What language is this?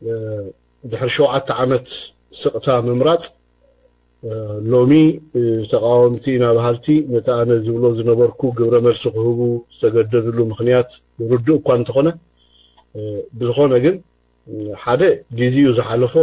Tigrinya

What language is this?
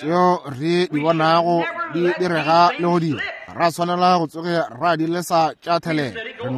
Northern Sotho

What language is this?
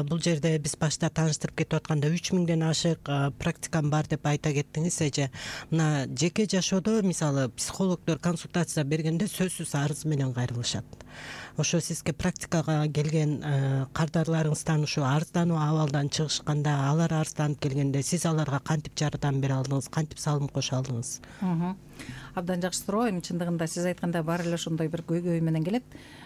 Kyrgyz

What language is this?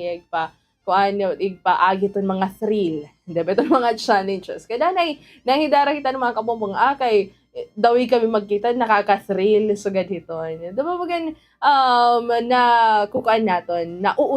Waray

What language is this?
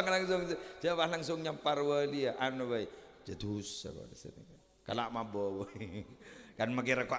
Madurese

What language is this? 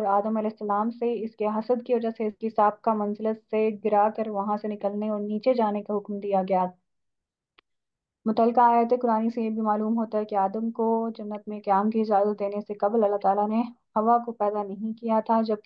Urdu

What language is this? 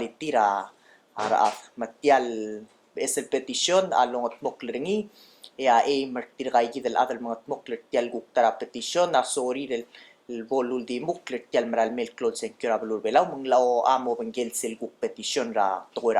Palauan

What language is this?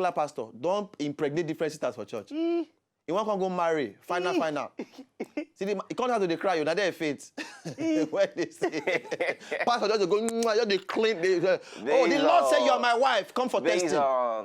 Nigerian Pidgin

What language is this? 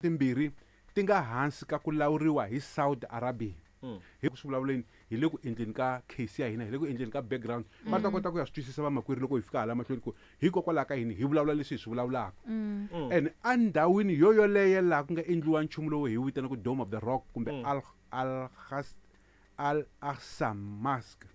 Tsonga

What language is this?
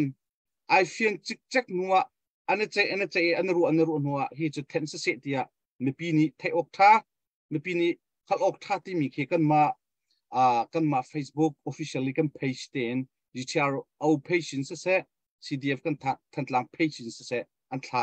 Hakha Chin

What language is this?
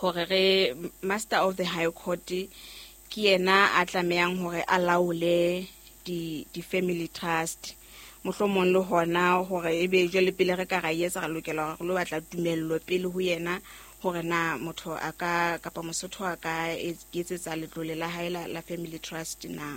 Southern Sotho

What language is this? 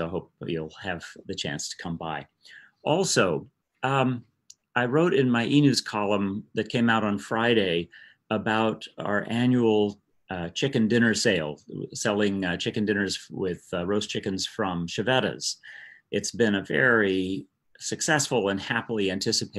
English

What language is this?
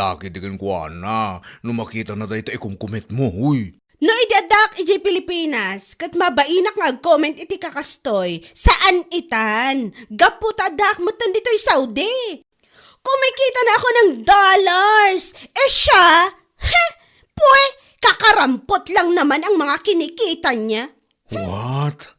Iloko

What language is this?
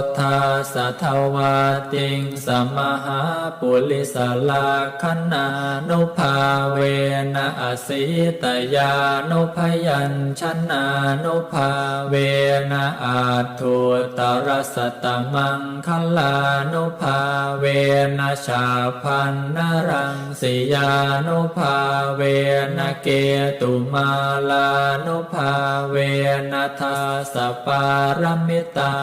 Pali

